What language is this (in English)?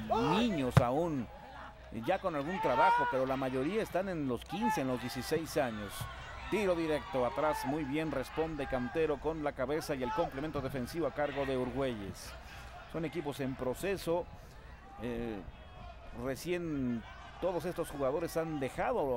Spanish